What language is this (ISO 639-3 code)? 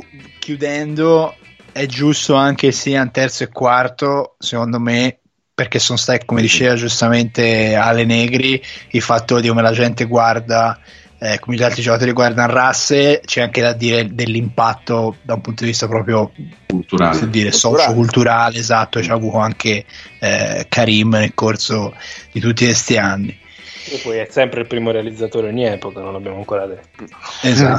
ita